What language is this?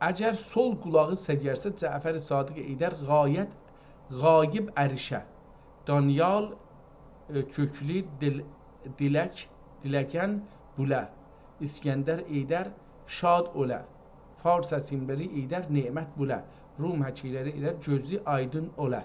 South Azerbaijani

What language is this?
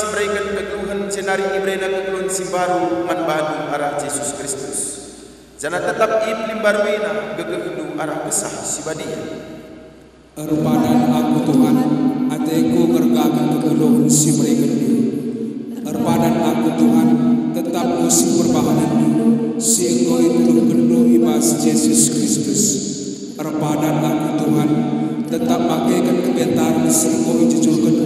Batak Karo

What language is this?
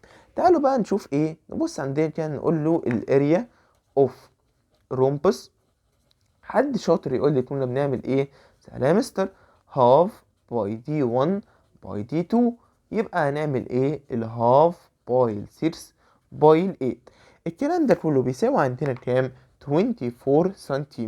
Egyptian Arabic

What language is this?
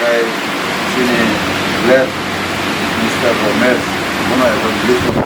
Kok Borok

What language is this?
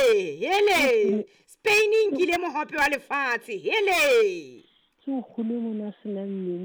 Southern Sotho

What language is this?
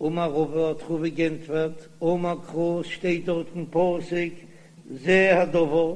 Yiddish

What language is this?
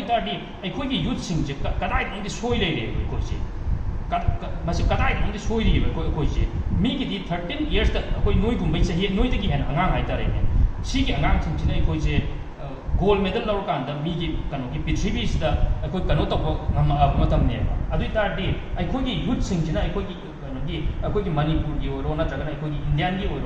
Manipuri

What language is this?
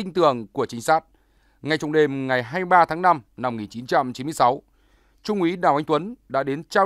Vietnamese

